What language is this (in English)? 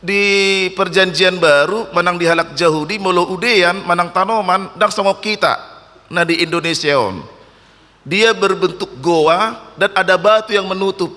Batak Toba